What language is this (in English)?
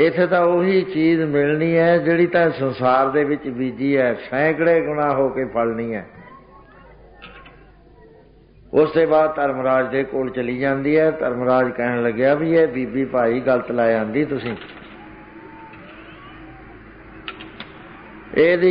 Punjabi